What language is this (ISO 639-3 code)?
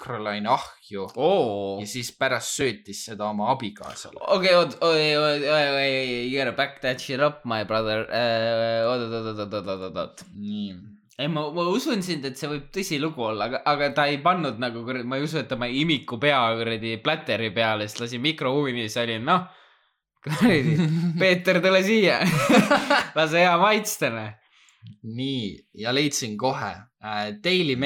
est